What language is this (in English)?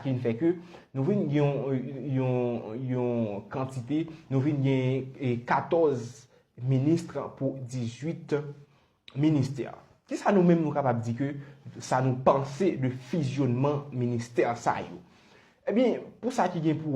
Haitian Creole